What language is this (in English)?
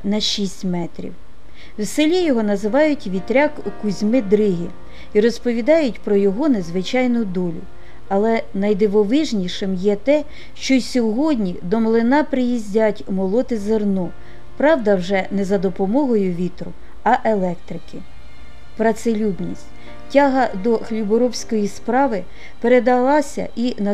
Ukrainian